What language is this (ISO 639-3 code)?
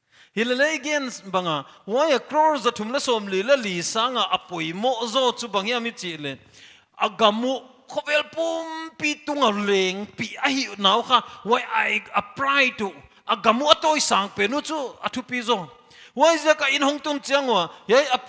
pck